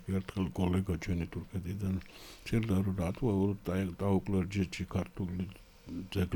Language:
Georgian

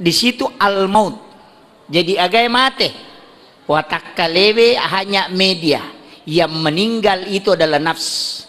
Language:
Buginese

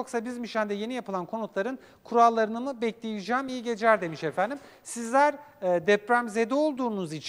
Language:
Turkish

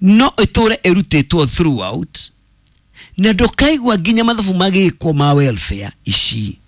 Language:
Kikuyu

